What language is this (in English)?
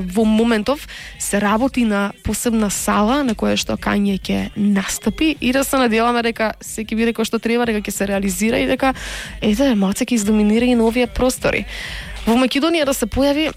Macedonian